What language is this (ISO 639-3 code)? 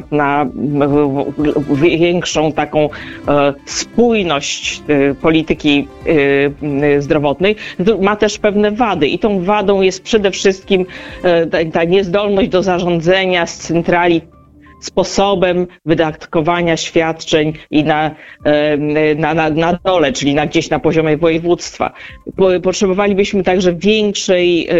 pol